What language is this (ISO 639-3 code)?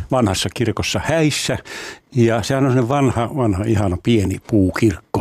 fin